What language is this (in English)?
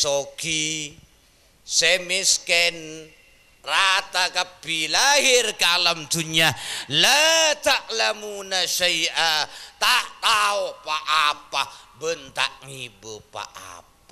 Madurese